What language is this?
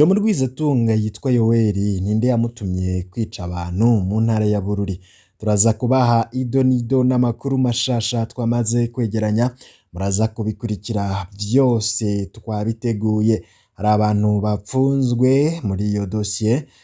Rundi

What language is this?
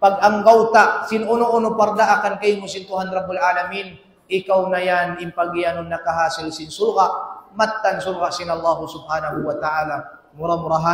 Tausug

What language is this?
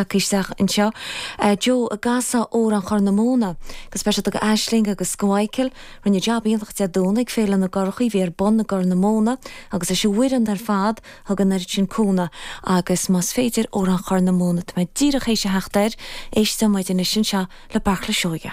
Irish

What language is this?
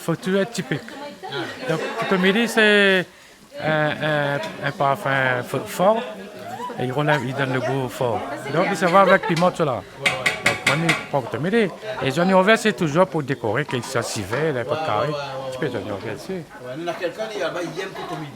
Réunion Creole French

